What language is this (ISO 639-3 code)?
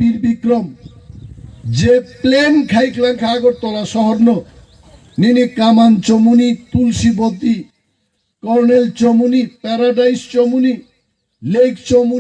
trp